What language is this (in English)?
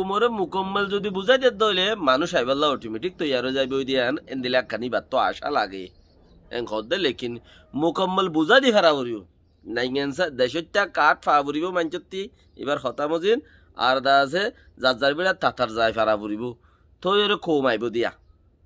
Rohingya